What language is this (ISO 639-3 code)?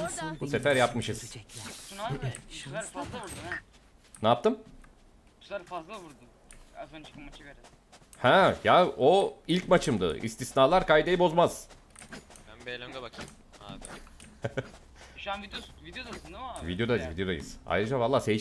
tur